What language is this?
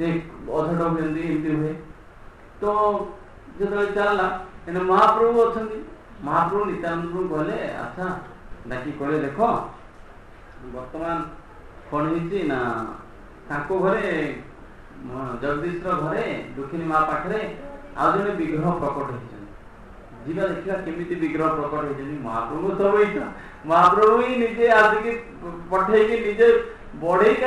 Odia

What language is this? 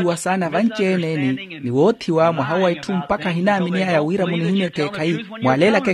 Makhuwa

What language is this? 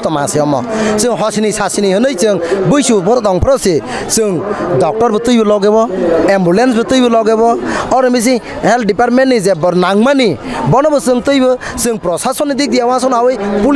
Kok Borok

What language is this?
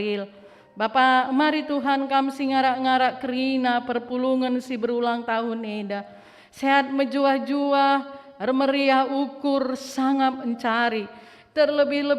Batak Karo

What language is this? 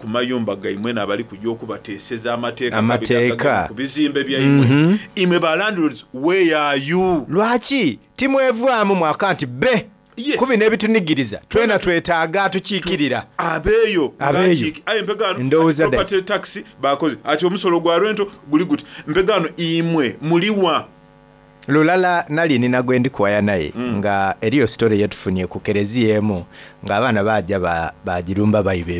Soga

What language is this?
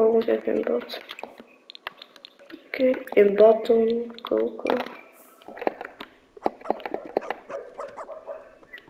Dutch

